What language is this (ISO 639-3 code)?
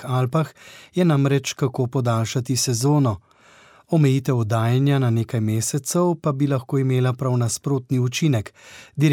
slv